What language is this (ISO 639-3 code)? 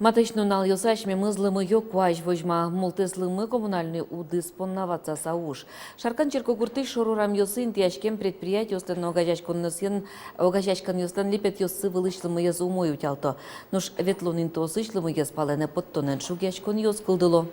udm